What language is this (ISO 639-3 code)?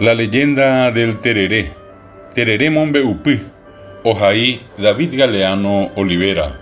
grn